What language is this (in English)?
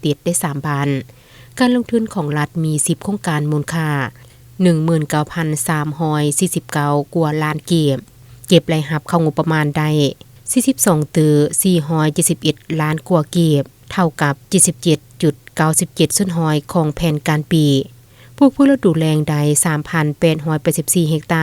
Lao